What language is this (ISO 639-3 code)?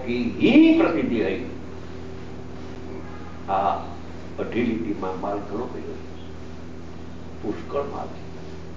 guj